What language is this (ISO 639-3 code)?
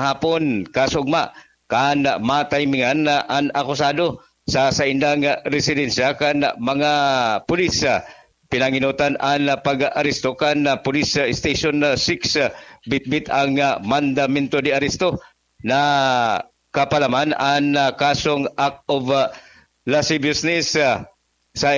bik